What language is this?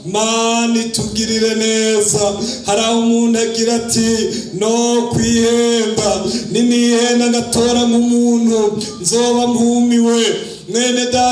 Rundi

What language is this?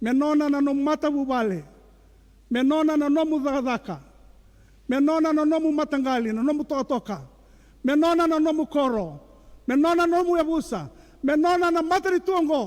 Fijian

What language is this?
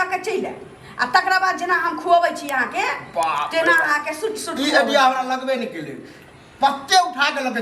Maithili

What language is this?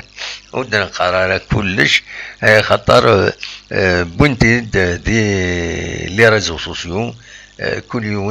Kabyle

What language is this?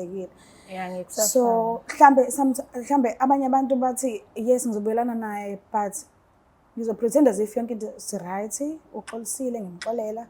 Zulu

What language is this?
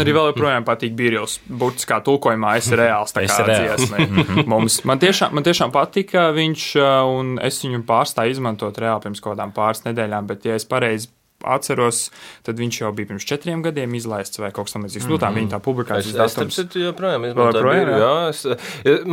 Latvian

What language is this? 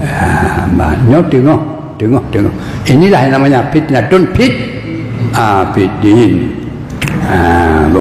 Achinese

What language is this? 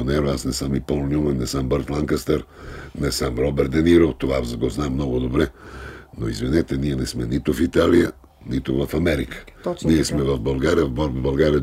Bulgarian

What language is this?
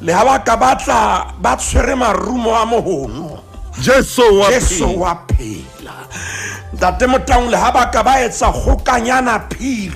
Southern Sotho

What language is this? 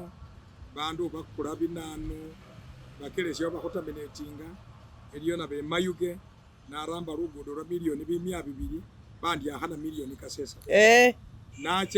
Masaaba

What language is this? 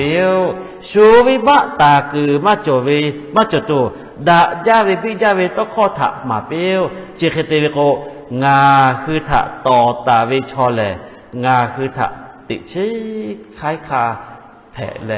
Lahu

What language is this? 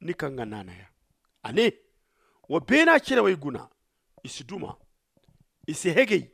Zarma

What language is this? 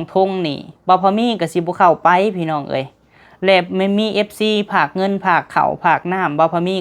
Lao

